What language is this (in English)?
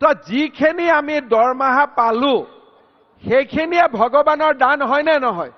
Assamese